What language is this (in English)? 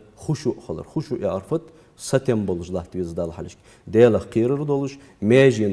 Ingush